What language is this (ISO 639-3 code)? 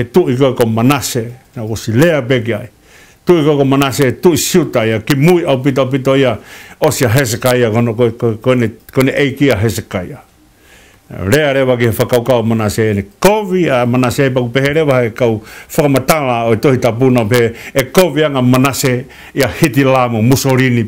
ton